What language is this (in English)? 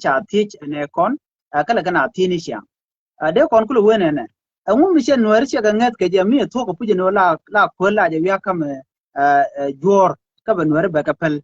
Nuer